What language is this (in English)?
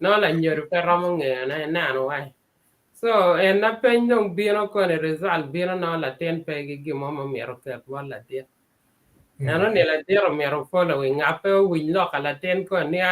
Acoli